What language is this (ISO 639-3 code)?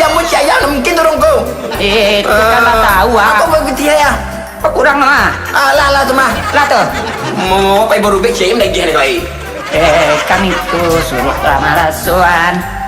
min